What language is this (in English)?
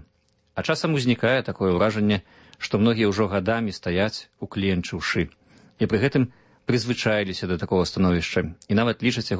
Belarusian